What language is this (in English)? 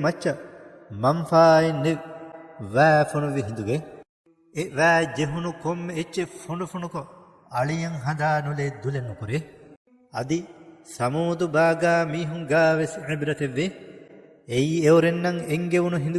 Divehi